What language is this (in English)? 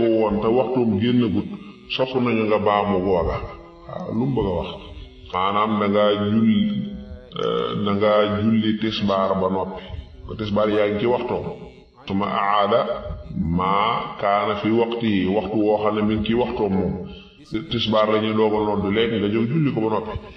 Wolof